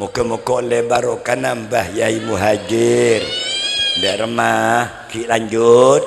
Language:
Madurese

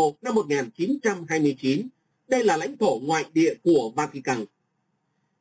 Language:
Vietnamese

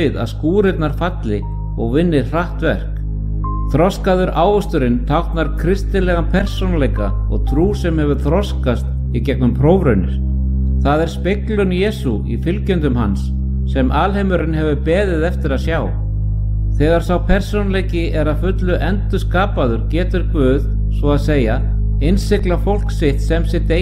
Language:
Icelandic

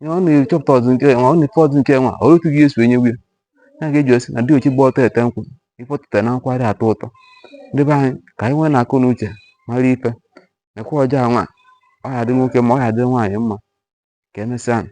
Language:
Igbo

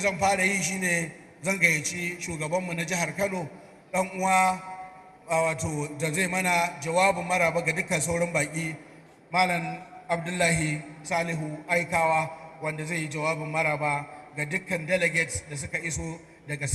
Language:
Hausa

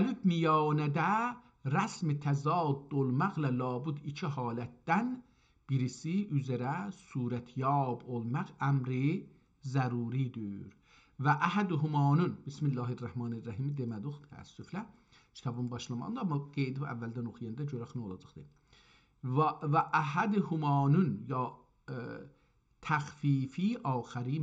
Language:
South Azerbaijani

